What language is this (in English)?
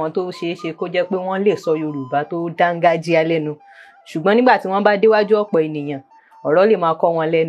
Yoruba